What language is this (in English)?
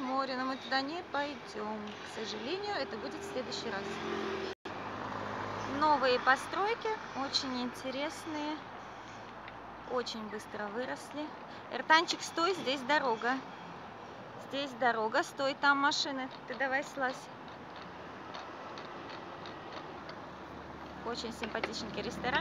Russian